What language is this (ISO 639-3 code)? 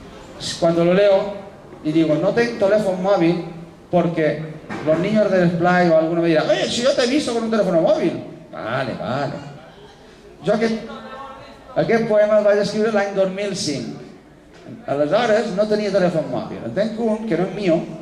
cat